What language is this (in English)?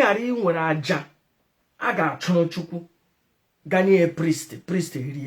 Igbo